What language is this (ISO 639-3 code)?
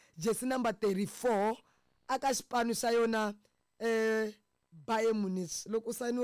tso